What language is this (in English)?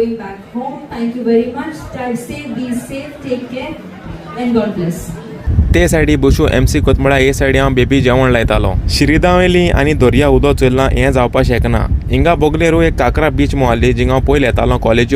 Konkani